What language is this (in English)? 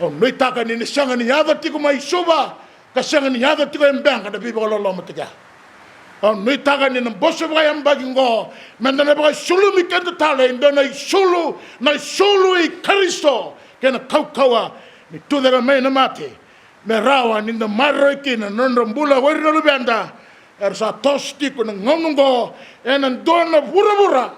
Fijian